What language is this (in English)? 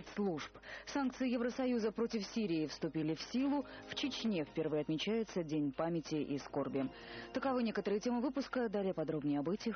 Russian